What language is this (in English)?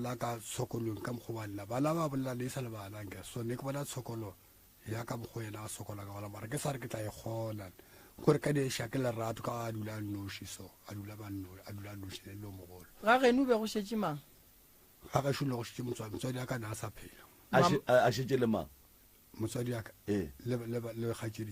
Northern Sotho